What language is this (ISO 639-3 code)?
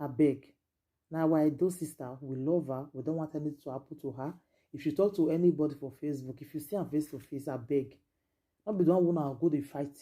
pcm